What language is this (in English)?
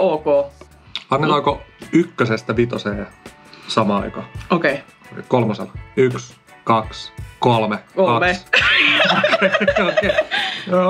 Finnish